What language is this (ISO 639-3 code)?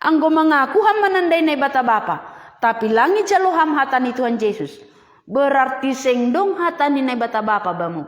bts